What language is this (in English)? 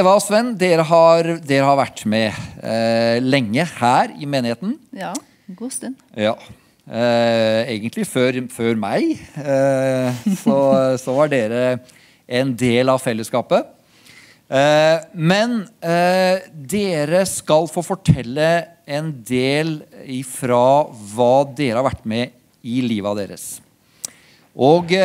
Norwegian